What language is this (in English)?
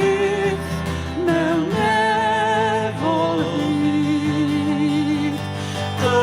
Welsh